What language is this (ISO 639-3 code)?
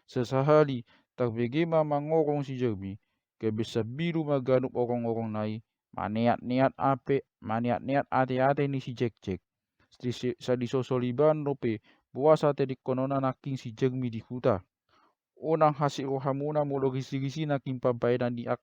bbc